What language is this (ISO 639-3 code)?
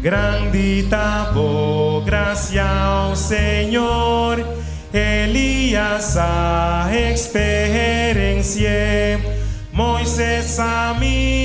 pap